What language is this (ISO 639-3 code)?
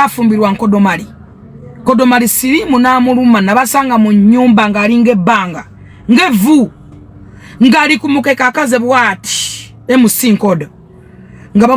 lug